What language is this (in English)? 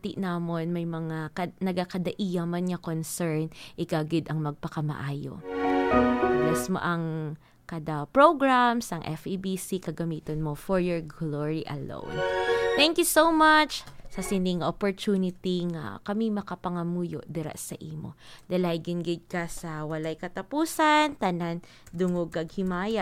Hiligaynon